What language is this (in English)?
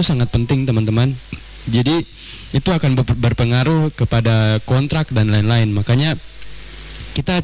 Indonesian